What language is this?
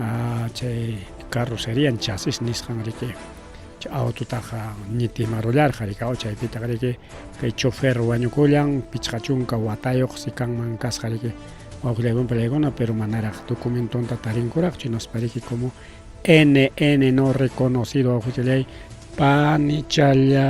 Ayacucho Quechua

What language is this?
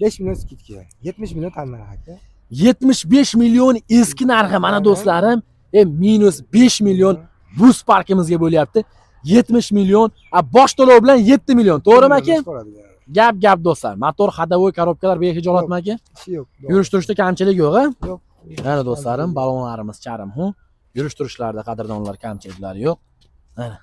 Uzbek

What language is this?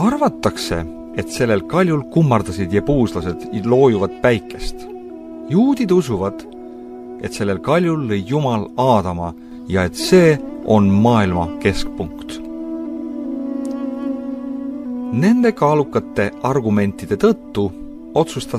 Estonian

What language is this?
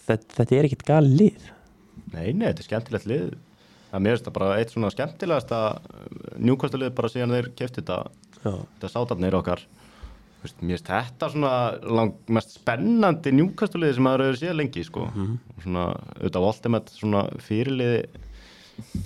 Icelandic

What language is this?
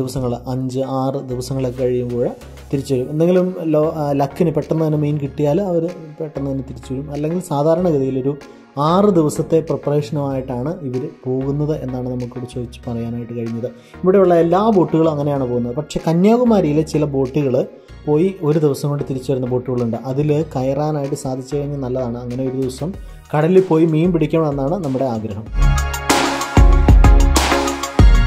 Malayalam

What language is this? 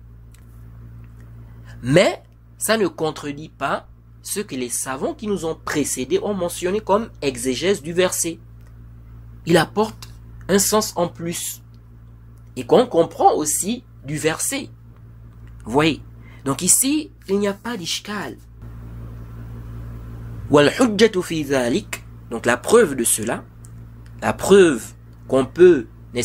French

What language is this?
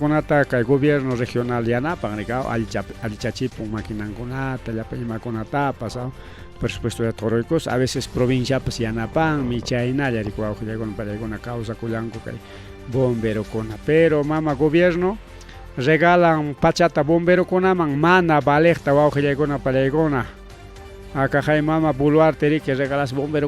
Ayacucho Quechua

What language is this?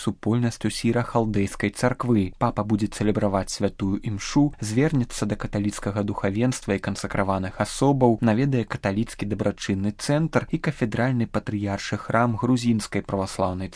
Belarusian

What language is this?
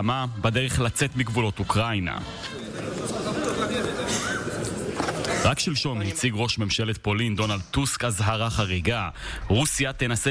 Hebrew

